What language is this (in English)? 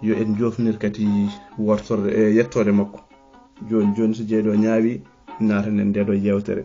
Fula